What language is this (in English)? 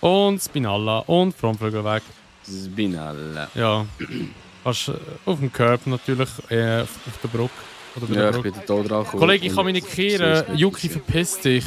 Swiss German